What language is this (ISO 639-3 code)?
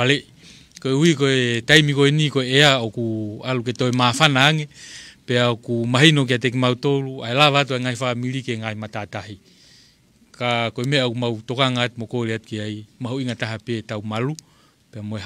ton